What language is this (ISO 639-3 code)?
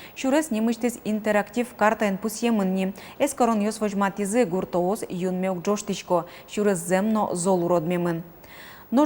udm